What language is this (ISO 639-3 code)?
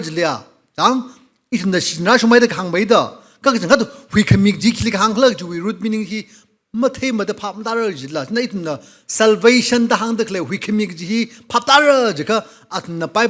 nmf